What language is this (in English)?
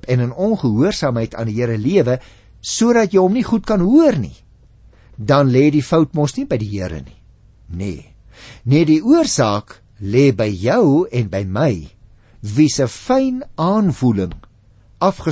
Afrikaans